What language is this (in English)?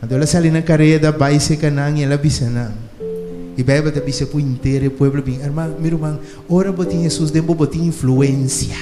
Papiamento